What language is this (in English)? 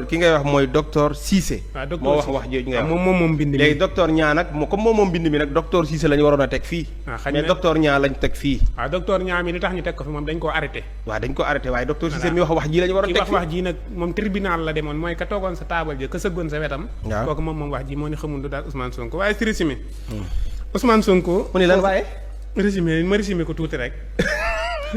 Wolof